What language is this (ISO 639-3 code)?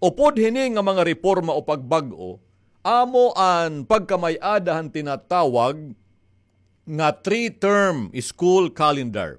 war